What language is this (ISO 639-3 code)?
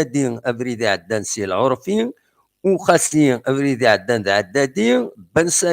kab